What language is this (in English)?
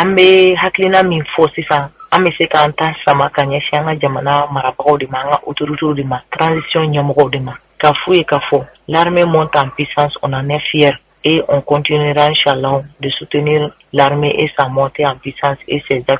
Bambara